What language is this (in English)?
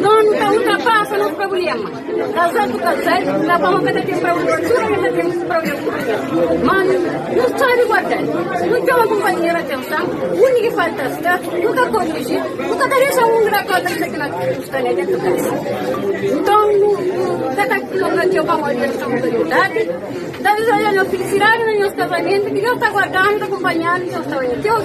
Kabuverdianu